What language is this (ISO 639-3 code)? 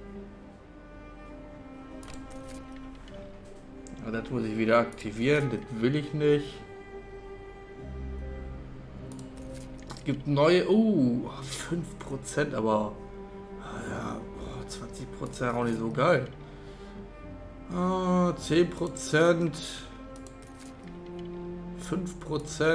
deu